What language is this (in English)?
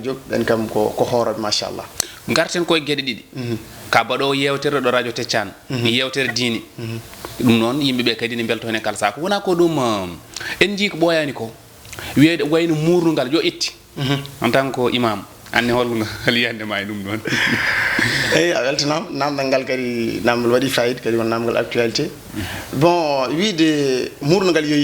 Fula